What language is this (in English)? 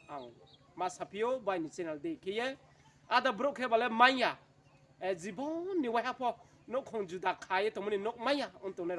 Riang (India)